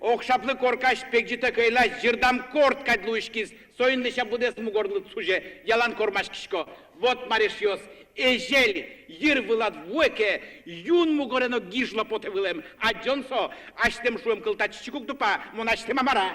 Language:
Udmurt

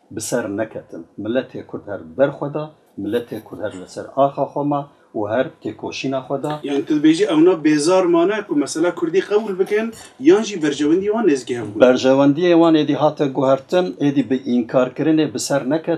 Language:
Kurdish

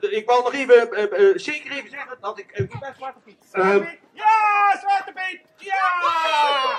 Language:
Western Frisian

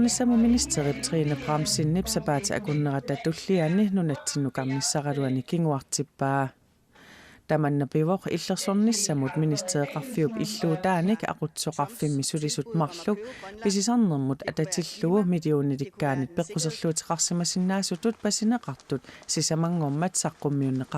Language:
Kalaallisut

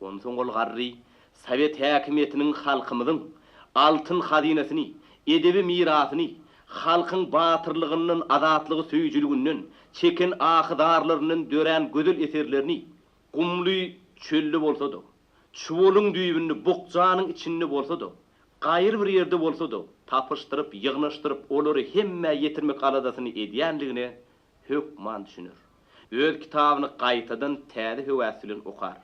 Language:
Turkmen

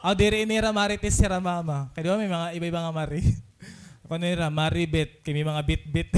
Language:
Waray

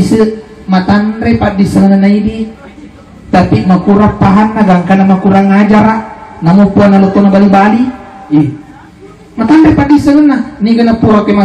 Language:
Buginese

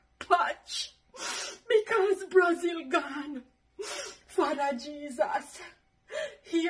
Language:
Jamaican Creole English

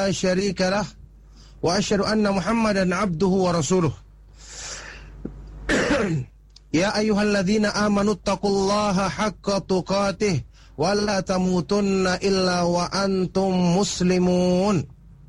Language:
Indonesian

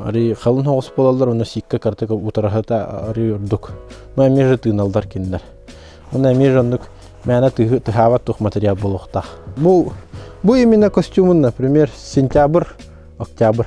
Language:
Yakut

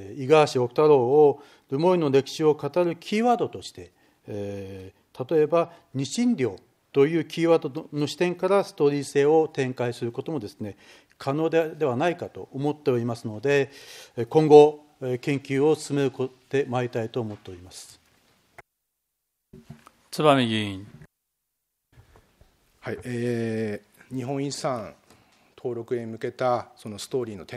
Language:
Japanese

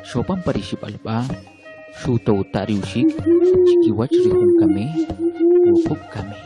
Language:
Kʼicheʼ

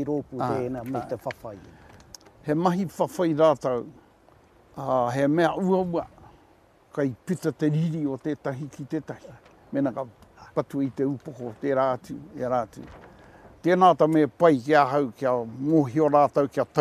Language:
Māori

